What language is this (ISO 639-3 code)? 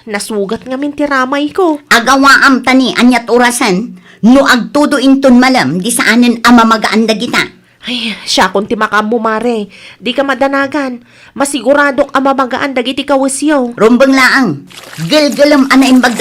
ilo